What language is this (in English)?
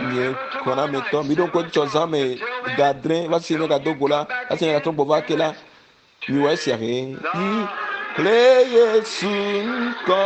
Ewe